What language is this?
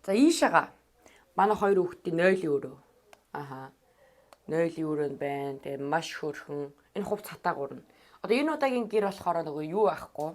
Mongolian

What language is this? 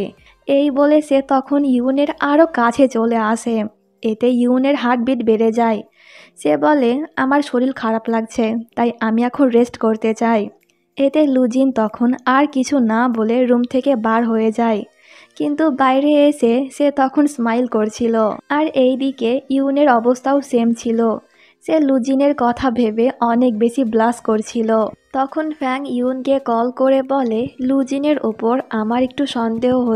Bangla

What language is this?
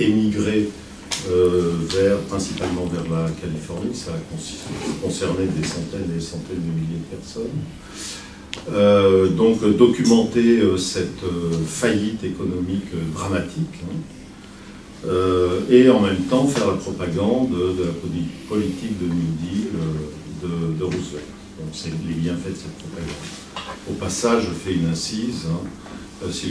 French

